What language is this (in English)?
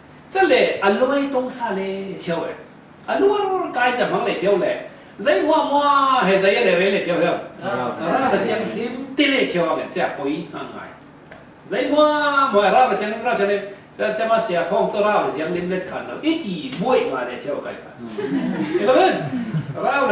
Falam Chin